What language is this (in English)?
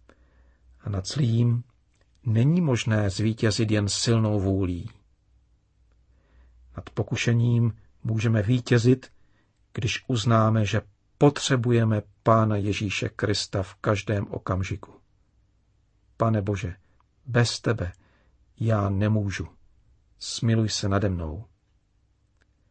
Czech